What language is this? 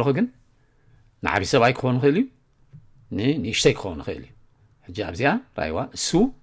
Tigrinya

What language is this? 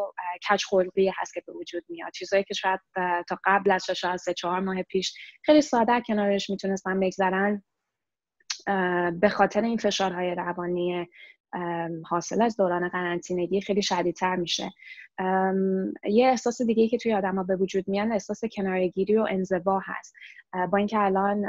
Persian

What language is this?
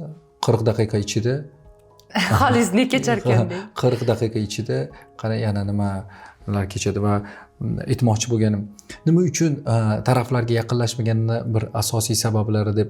Uzbek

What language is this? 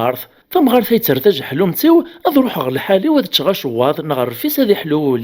Kabyle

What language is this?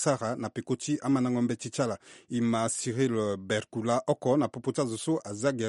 Sango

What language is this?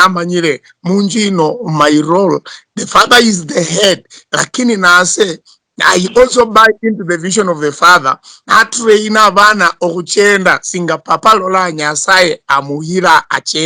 Luyia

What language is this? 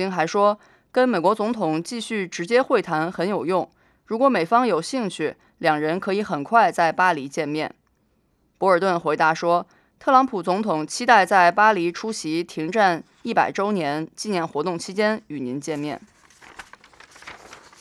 Chinese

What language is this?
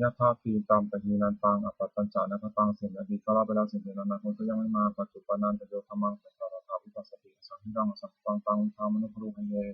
Pali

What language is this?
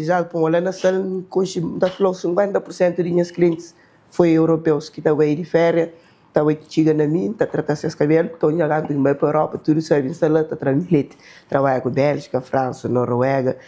Kabuverdianu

